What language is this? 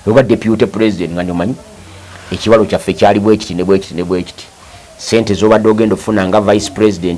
Ganda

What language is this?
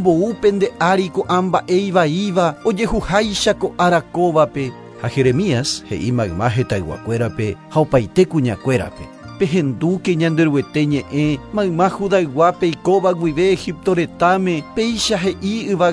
Guarani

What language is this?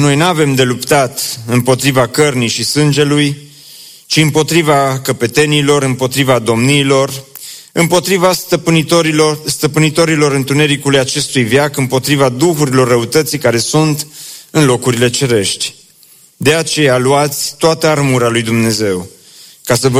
Romanian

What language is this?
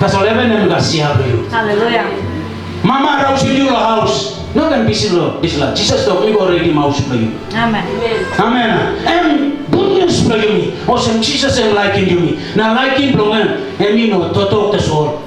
Tok Pisin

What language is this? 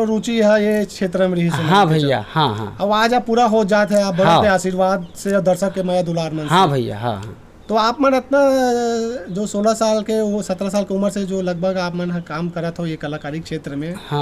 Chhattisgarhi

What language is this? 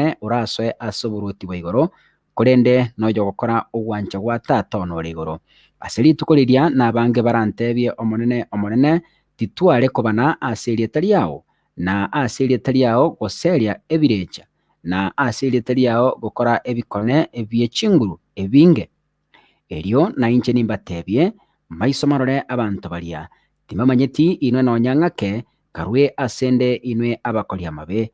Gusii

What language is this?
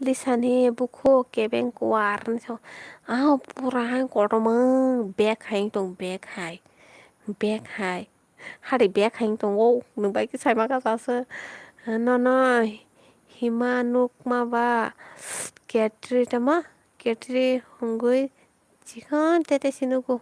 Kok Borok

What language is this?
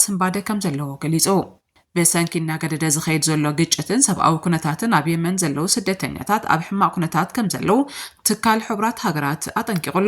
Tigrinya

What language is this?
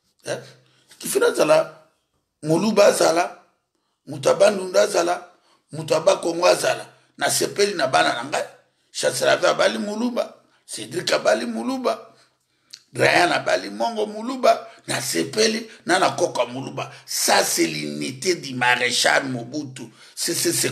Lingala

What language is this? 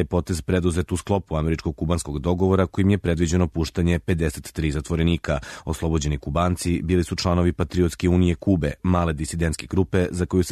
Serbian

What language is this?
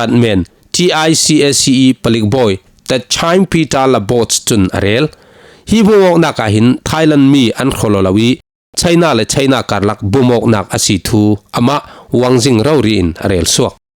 Falam Chin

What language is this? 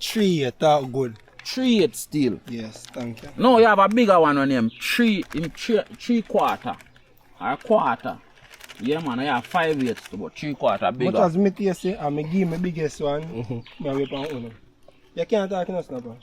Jamaican Creole English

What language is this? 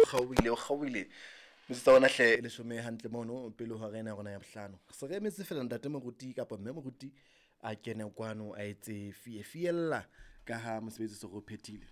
Southern Sotho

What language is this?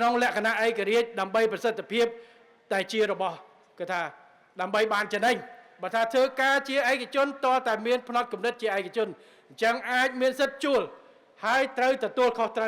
Khmer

